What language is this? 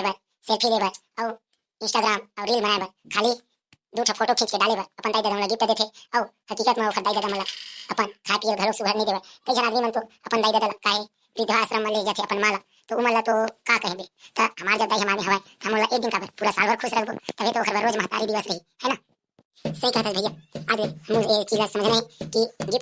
Chhattisgarhi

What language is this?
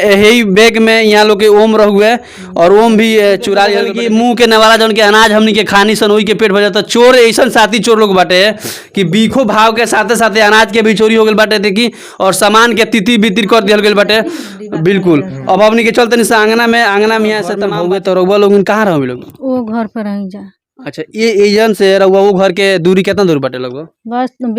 Bhojpuri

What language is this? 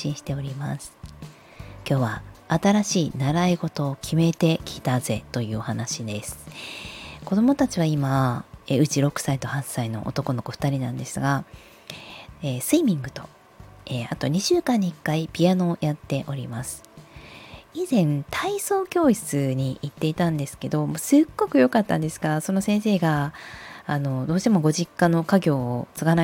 Japanese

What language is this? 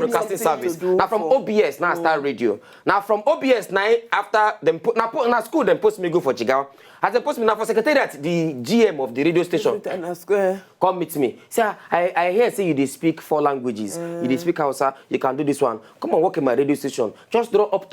Nigerian Pidgin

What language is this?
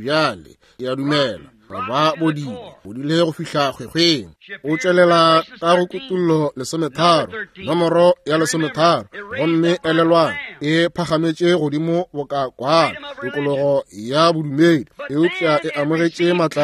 Northern Sotho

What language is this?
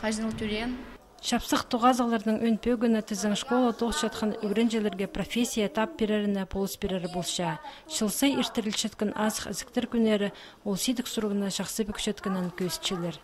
Khakas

